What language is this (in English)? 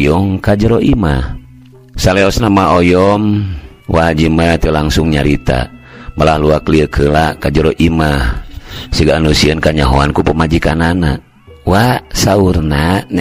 Sundanese